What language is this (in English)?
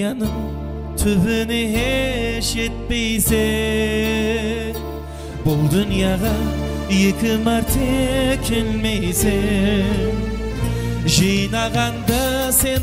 Kara-Kalpak